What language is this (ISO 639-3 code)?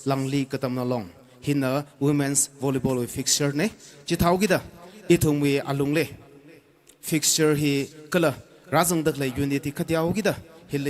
nmf